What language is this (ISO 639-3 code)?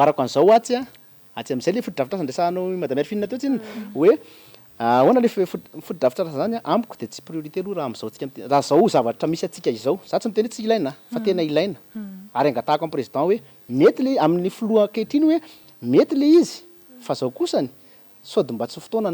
mlg